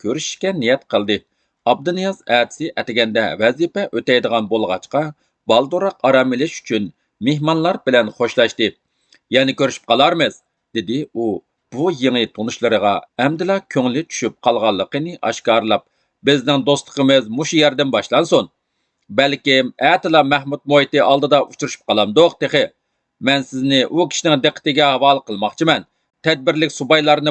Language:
Uyghur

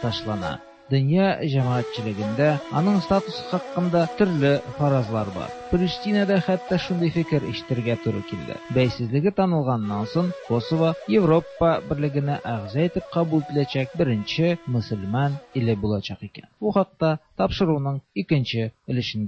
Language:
Tatar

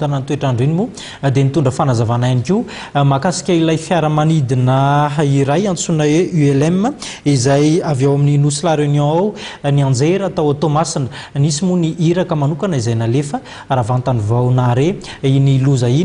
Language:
Malagasy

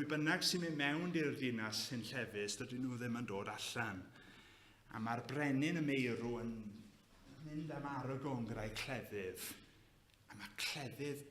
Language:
Welsh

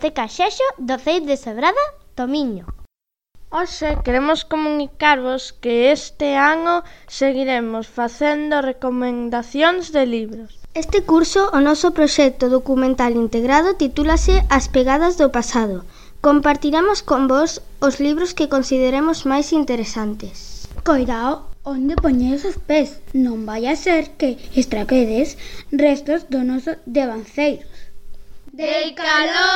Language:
Galician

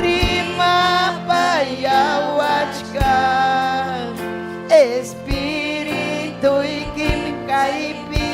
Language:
Ayacucho Quechua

